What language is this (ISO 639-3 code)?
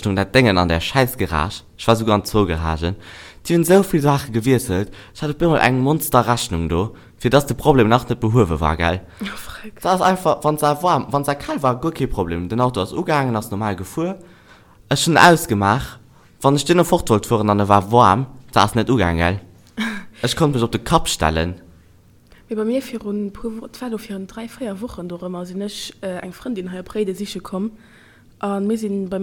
ltz